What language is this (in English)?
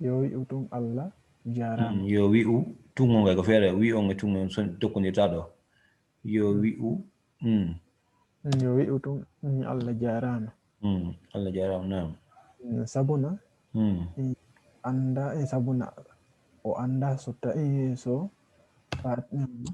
Fula